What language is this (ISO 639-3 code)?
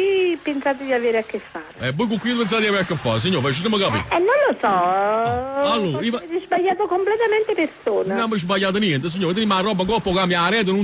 nap